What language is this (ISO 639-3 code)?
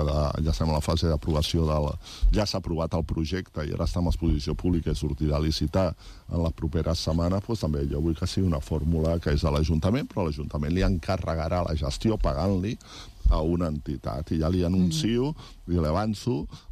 cat